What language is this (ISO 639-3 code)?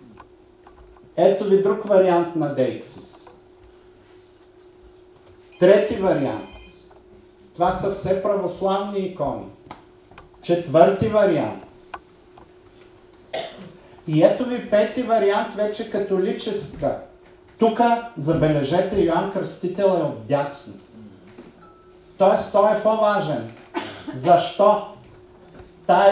bul